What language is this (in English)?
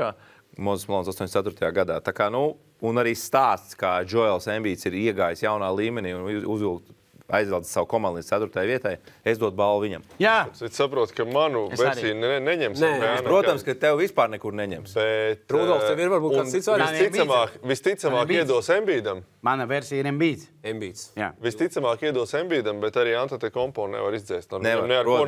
Latvian